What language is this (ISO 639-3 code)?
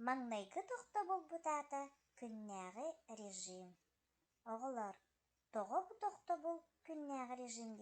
sah